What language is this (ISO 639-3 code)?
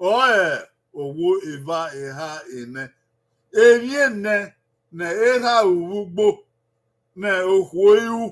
bin